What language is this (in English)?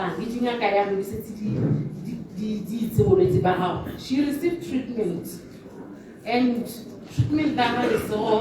Tswana